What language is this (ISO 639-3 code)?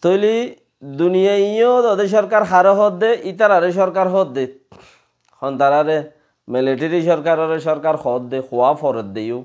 rhg